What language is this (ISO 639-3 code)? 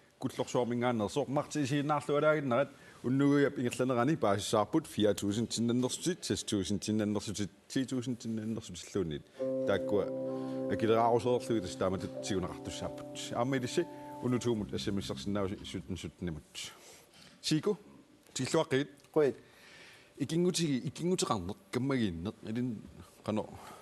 kal